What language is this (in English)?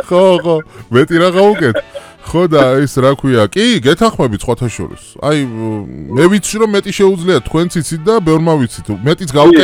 Georgian